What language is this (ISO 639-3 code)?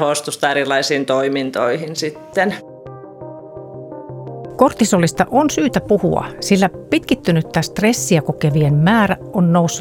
fin